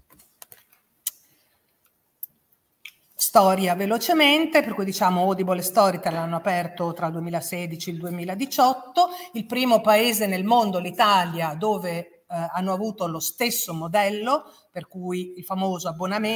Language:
Italian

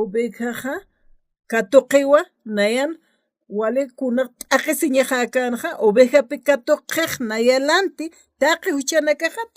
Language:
Aymara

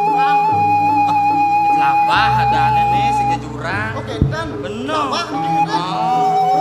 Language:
Balinese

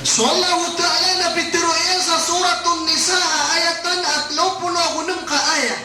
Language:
Maranao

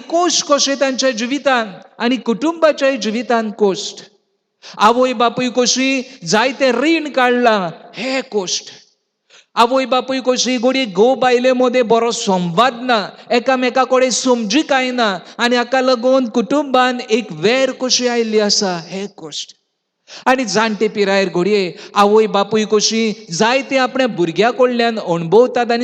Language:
Konkani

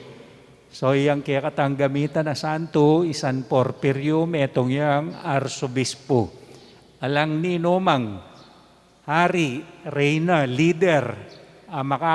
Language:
Pampanga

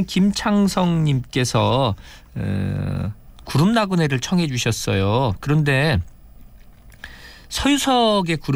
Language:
Korean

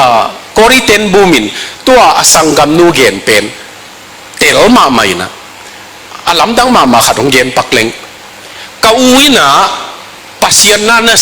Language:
Tedim Chin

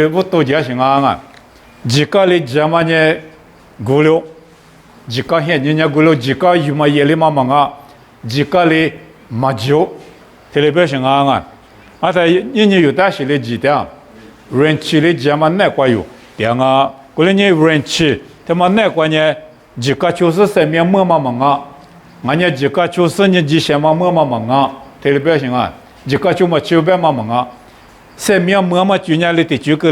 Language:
Lisu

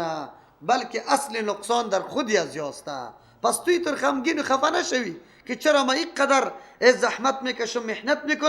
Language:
Persian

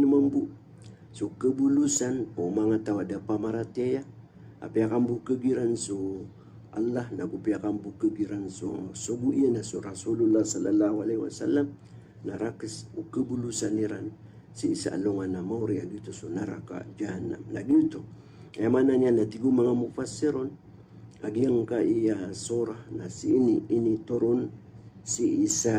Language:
Maranao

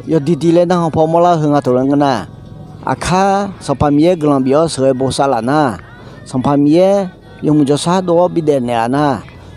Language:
Akha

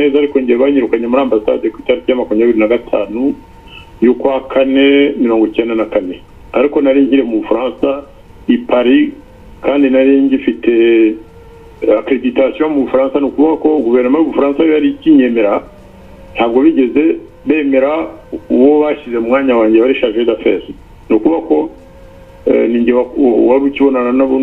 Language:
Kinyarwanda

